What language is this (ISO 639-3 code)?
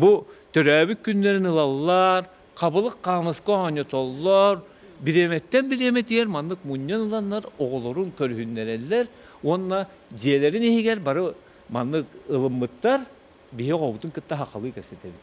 sah